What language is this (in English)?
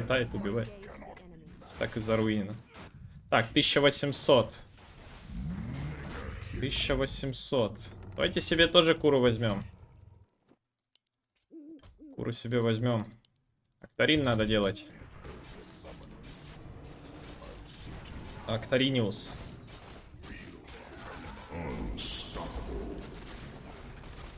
Russian